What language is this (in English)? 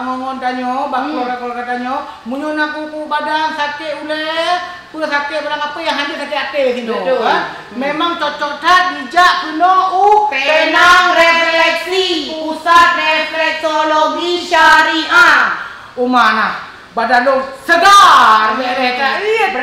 Achinese